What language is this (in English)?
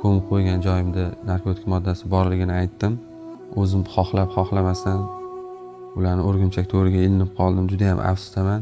Uzbek